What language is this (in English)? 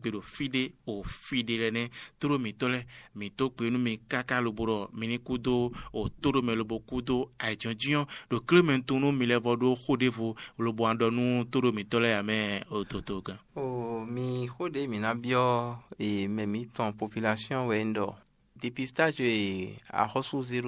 Fon